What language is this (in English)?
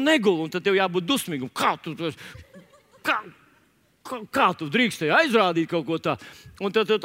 Latvian